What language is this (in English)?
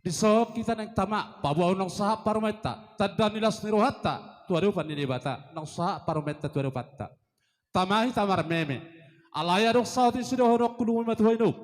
Batak Toba